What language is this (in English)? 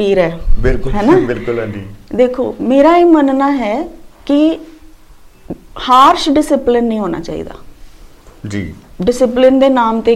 Punjabi